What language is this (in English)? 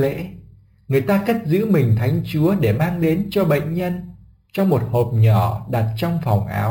Vietnamese